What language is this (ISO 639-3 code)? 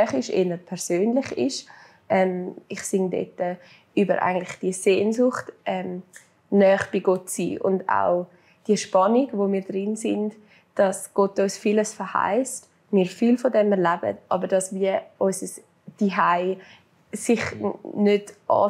gsw